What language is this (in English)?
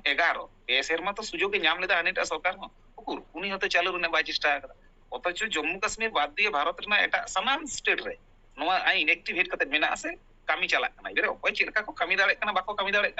Santali